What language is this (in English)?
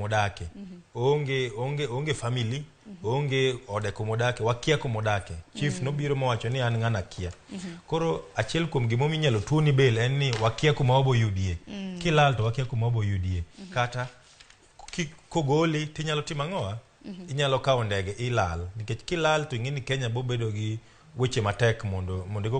Luo (Kenya and Tanzania)